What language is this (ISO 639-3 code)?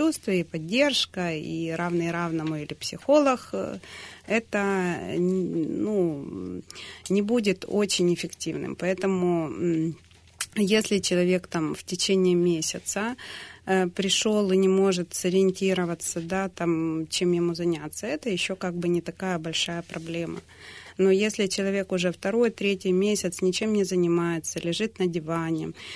rus